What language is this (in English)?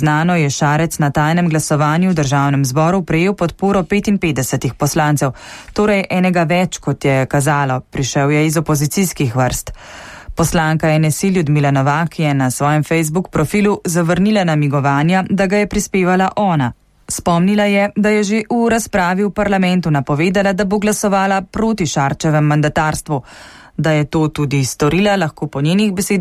Slovenian